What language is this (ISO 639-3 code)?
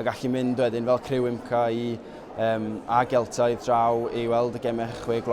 cym